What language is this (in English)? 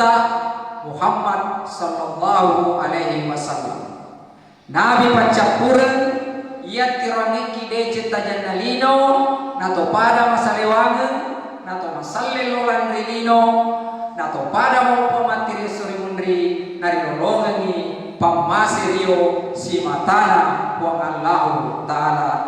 Buginese